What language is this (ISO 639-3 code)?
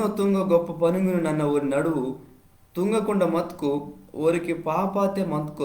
kff